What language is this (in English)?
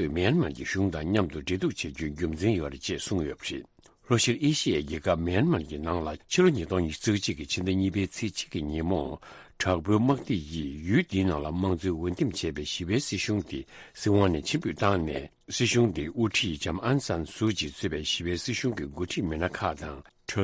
Tibetan